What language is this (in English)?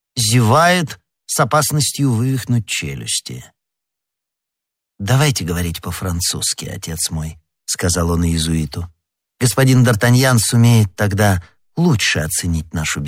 Russian